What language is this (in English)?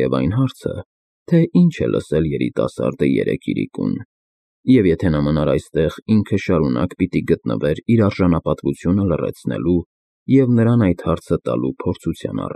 Armenian